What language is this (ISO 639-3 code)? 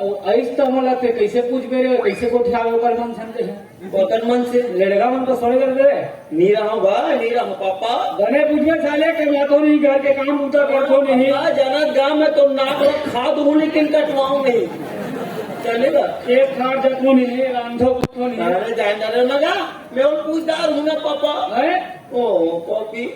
hne